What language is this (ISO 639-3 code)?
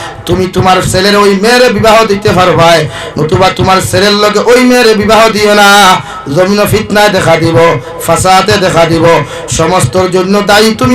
syl